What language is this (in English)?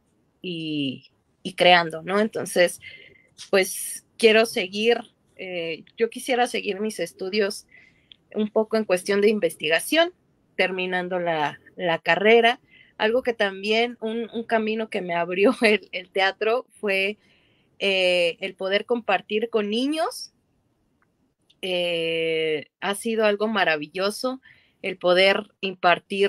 Spanish